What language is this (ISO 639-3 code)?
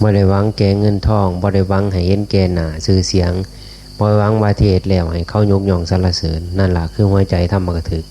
tts